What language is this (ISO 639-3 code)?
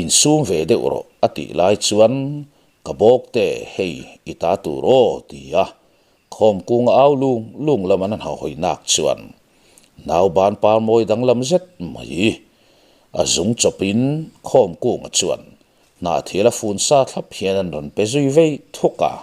lus